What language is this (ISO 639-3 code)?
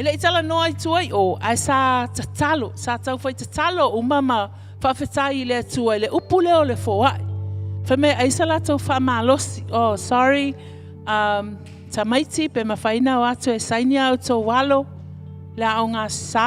smo